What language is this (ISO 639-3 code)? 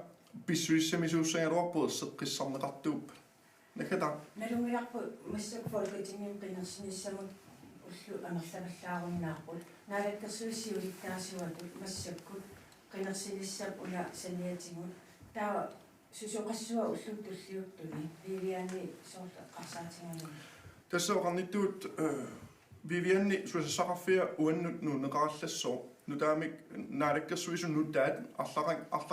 kal